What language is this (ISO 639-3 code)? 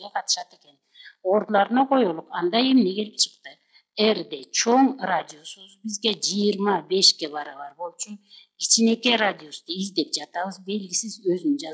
kir